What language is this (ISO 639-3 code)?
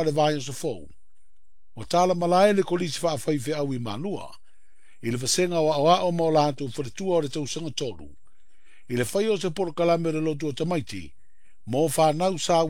smo